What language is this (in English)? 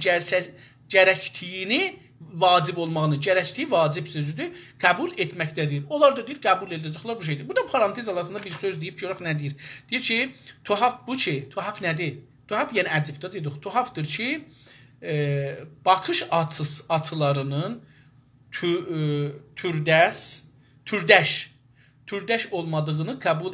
South Azerbaijani